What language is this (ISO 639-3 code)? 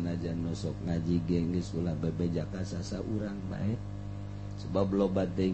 sun